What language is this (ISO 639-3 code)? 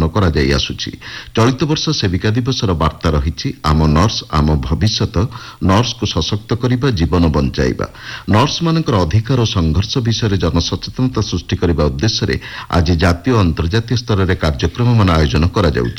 ori